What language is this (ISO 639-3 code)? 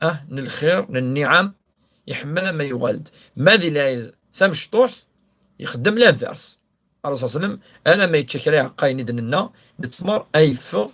kab